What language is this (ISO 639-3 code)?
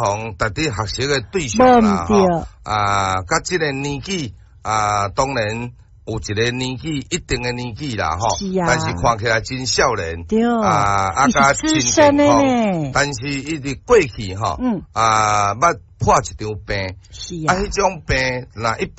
nan